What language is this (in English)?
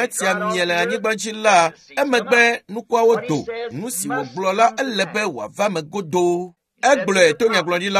Ewe